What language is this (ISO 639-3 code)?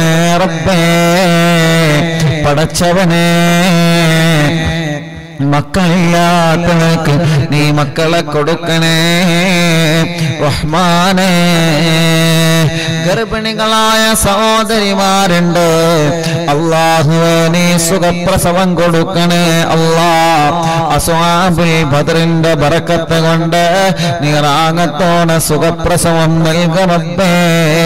mal